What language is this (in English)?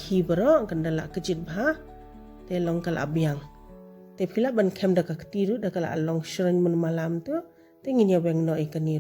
Khasi